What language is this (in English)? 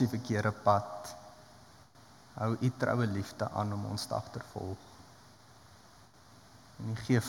Afrikaans